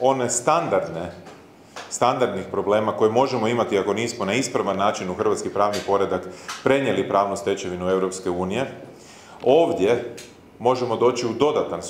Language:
Croatian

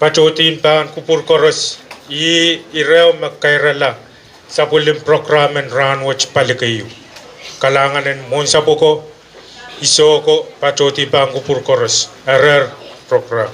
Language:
Pohnpeian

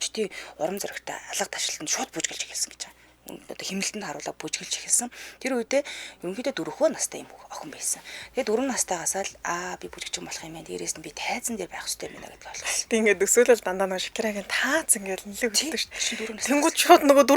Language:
Mongolian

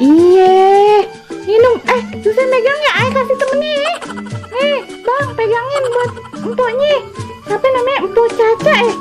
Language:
Betawi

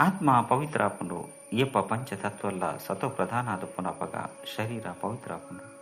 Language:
Tulu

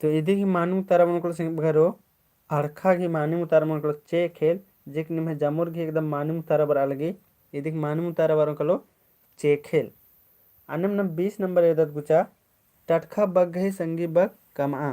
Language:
Kurukh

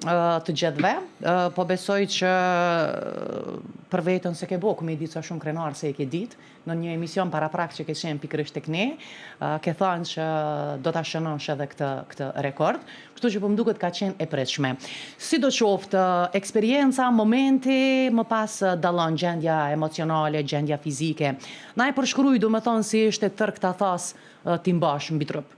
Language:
Albanian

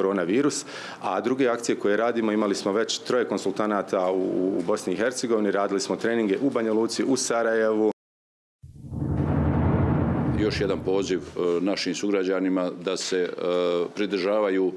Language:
Bosnian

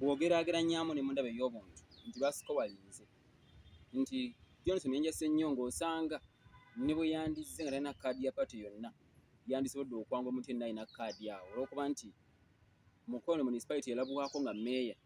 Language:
Ganda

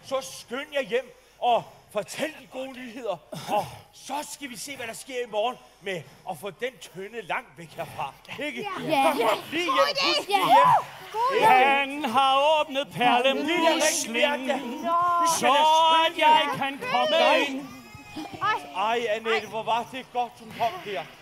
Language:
Danish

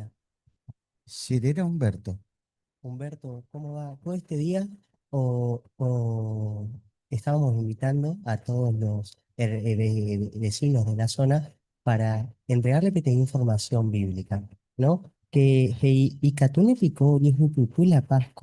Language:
Guarani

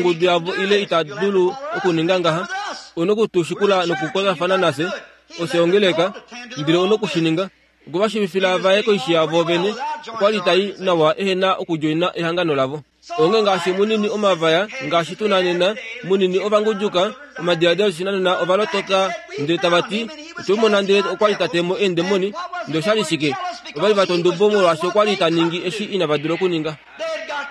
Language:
Kuanyama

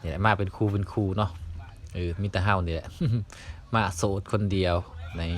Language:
Lao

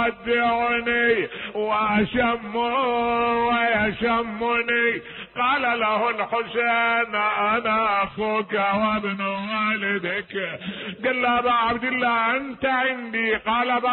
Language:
Mesopotamian Arabic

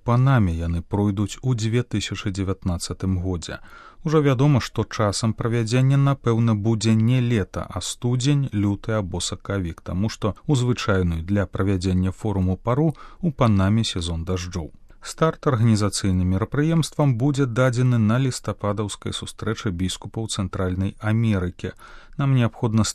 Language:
Belarusian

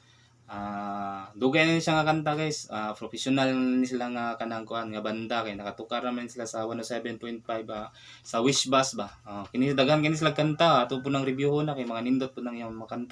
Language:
Cebuano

